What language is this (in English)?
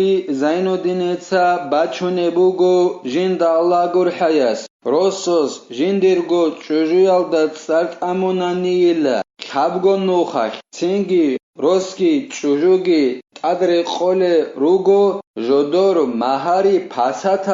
Avaric